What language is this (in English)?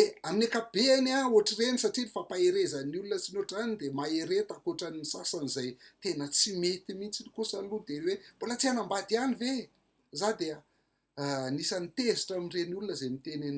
Malagasy